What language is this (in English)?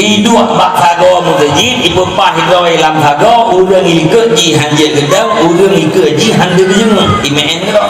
Achinese